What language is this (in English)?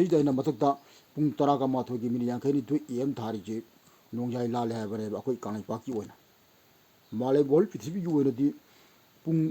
Manipuri